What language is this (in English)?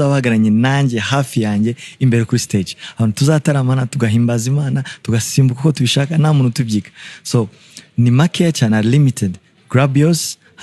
Kinyarwanda